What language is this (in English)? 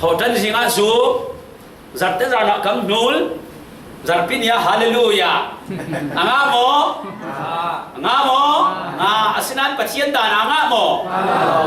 Falam Chin